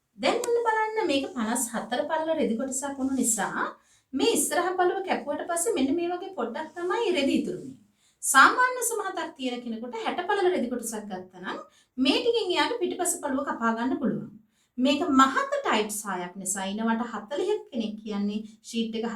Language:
Sinhala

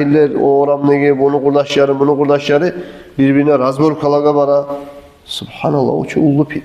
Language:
Kumyk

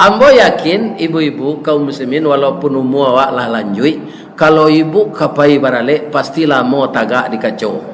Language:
Minangkabau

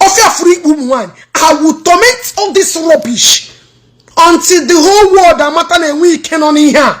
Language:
Igbo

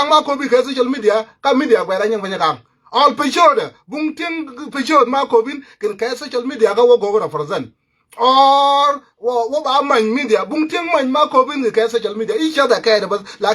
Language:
Nuer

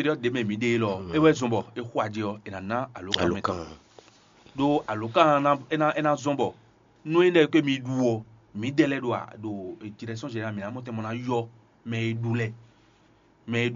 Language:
Fon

